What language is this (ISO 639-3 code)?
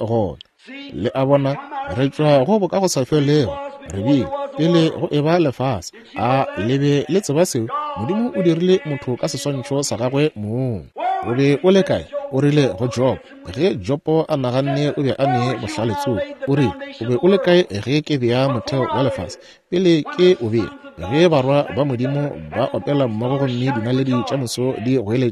nso